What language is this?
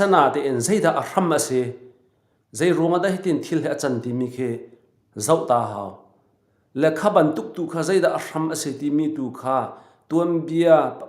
Hakha Chin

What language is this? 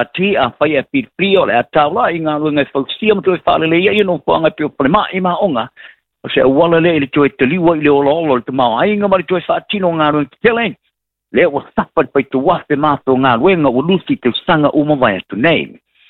Samoan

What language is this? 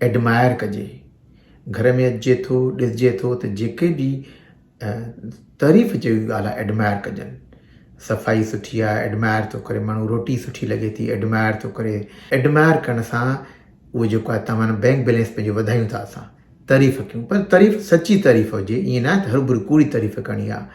Sindhi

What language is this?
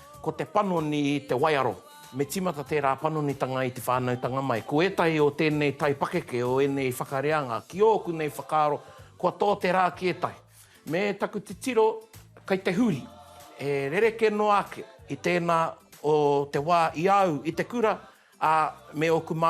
Māori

